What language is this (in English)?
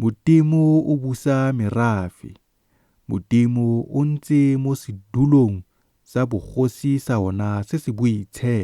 Tswana